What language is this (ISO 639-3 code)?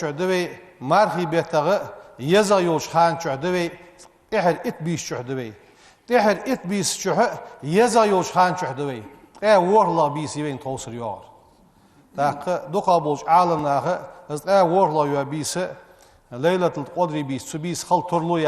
inh